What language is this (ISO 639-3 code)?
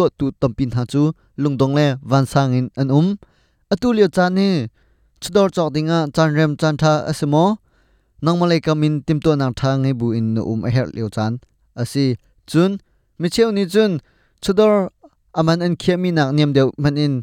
cnh